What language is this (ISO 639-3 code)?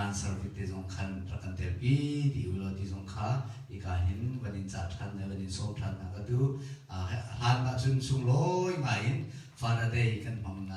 cnh